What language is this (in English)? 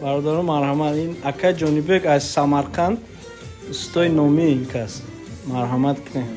Tajik